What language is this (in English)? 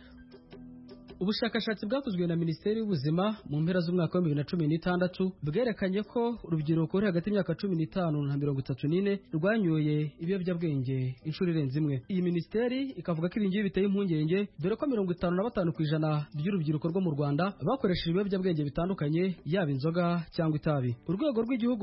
Kinyarwanda